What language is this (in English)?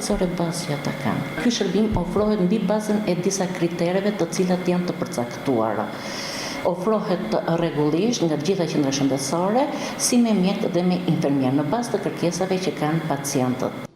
Albanian